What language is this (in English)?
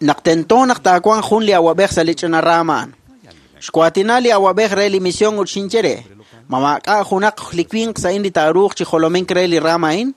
Kekchí